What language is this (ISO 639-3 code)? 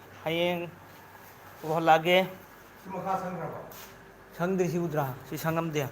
mni